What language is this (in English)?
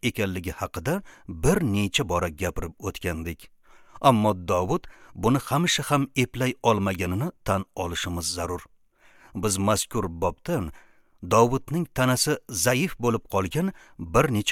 Uzbek